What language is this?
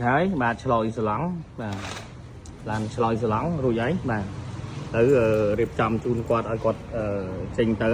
Khmer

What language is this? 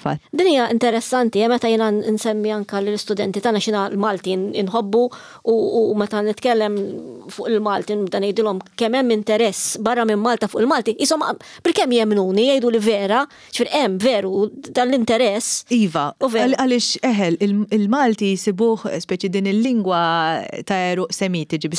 Maltese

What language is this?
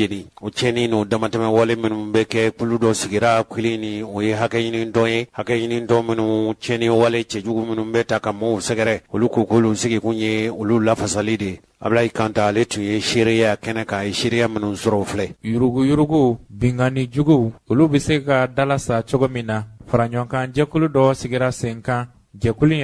Bambara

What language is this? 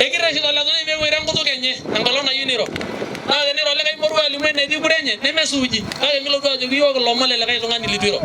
Masai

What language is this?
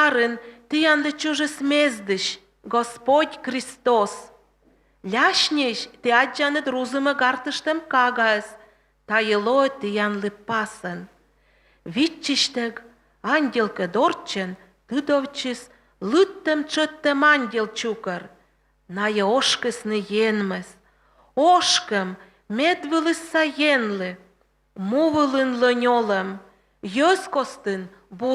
Komi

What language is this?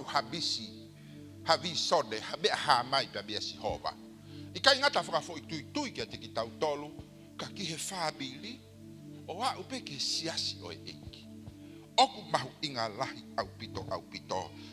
Tongan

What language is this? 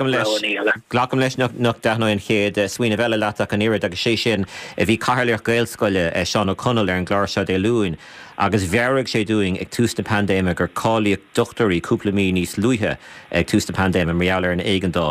Irish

